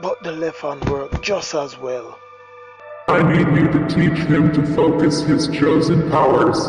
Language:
Jamaican Creole English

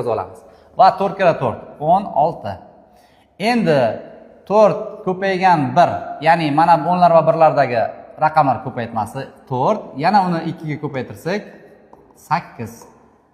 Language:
Uzbek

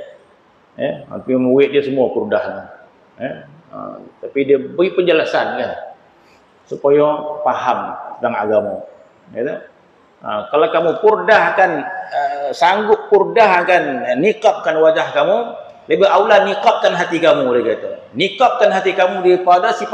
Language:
Malay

